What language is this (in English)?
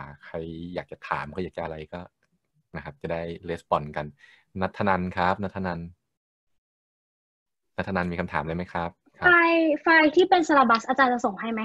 Thai